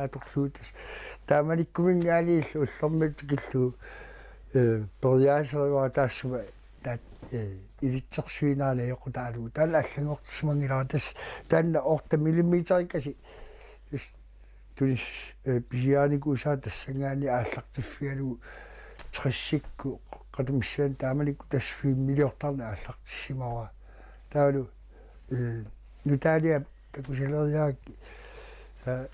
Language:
Kalaallisut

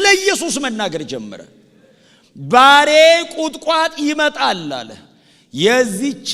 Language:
Amharic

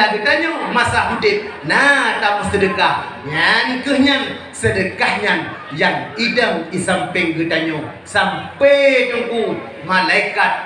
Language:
Achinese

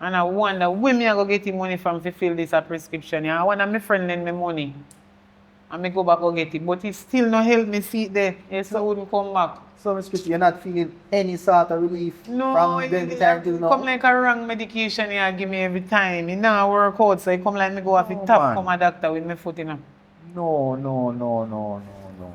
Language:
Jamaican Creole English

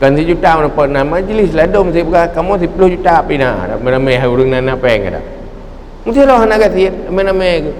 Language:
Achinese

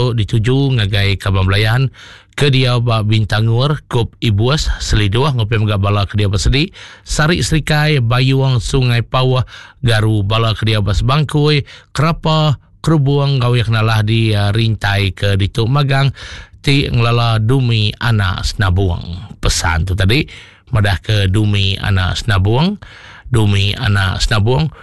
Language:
Iban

